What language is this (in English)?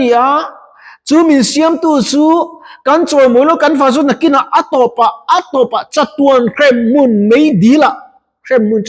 Mizo